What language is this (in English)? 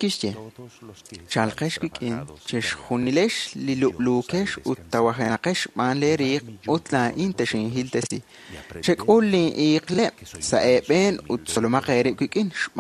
Kekchí